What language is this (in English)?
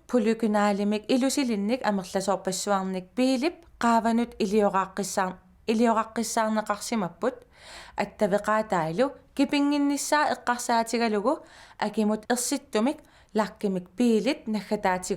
Kalaallisut